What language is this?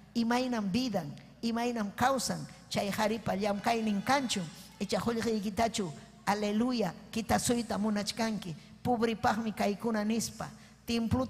Ayacucho Quechua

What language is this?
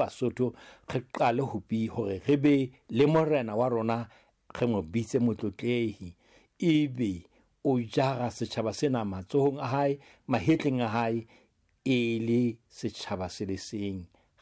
Southern Sotho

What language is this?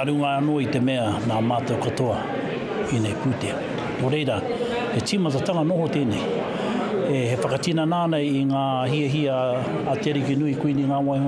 Māori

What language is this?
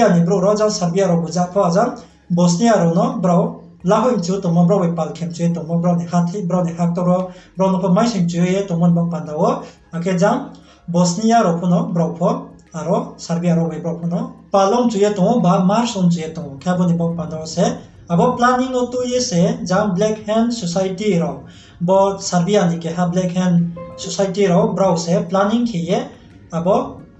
Riang (India)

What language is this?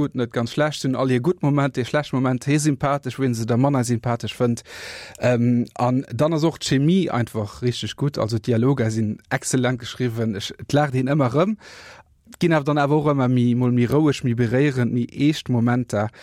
Luxembourgish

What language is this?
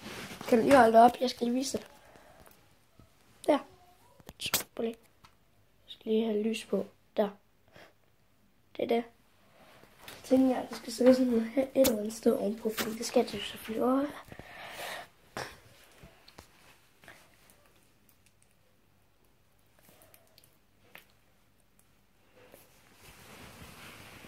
Danish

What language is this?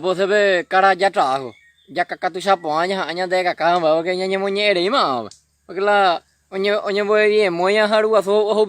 Guarani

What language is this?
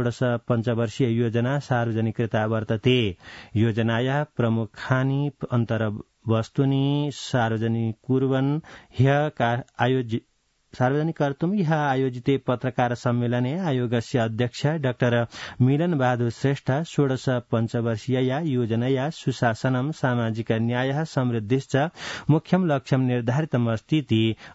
Sanskrit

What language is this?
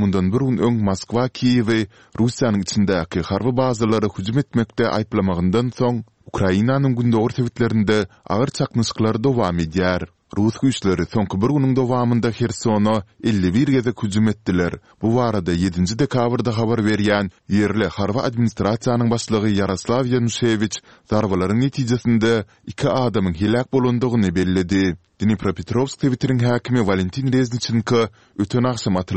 Turkmen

